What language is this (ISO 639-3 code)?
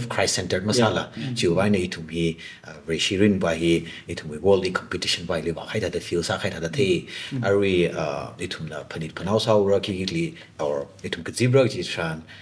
nmf